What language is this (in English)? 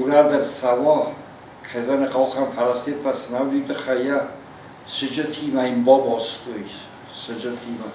Ossetic